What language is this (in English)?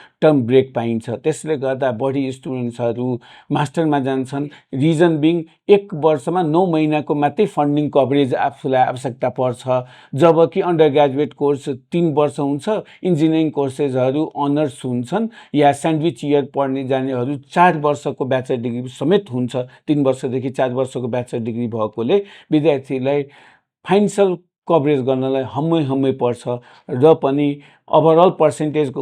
Nepali